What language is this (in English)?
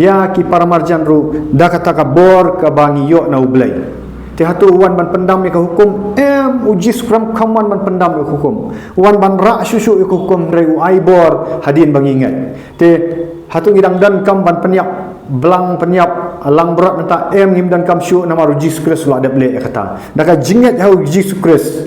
Khasi